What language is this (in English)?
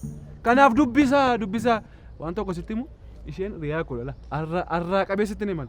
Oromo